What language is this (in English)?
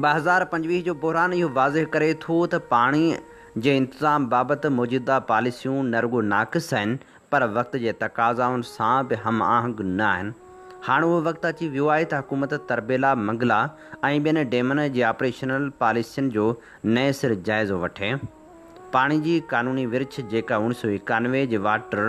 Sindhi